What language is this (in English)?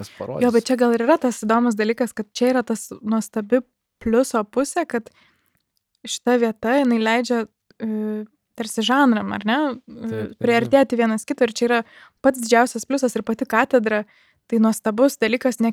Lithuanian